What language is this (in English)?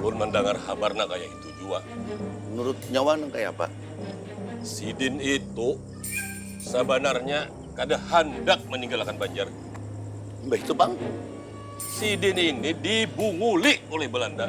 Banjar